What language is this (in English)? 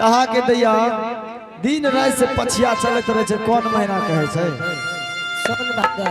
Angika